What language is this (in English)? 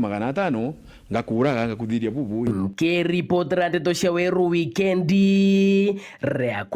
Meru